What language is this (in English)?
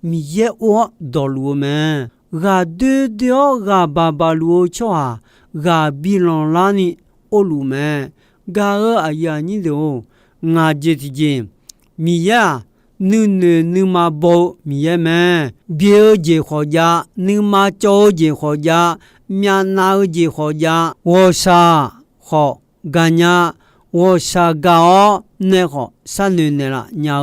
Akha